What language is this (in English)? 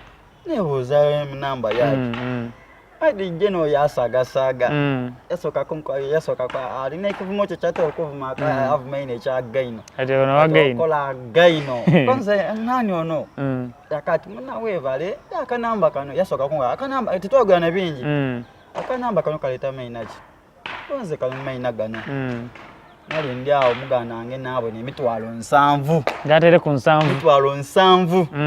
Soga